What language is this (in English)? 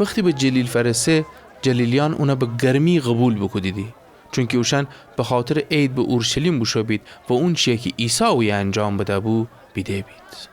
Gilaki